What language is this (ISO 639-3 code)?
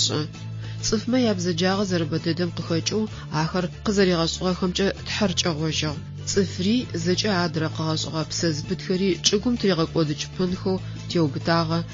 ady